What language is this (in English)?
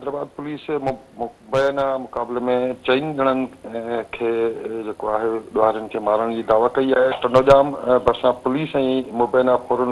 Sindhi